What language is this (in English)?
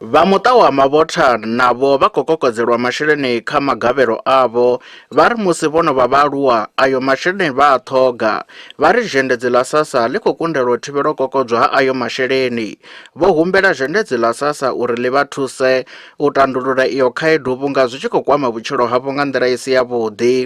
Venda